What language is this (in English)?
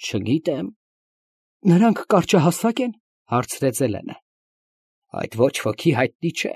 Armenian